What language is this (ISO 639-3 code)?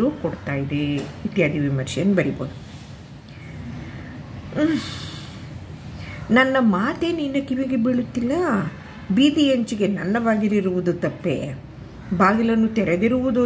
kan